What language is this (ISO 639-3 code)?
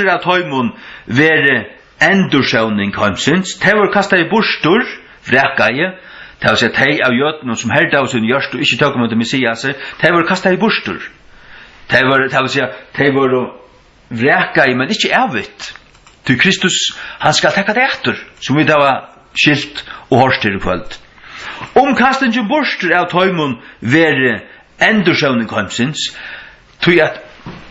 fao